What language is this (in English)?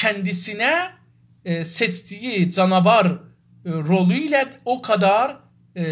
South Azerbaijani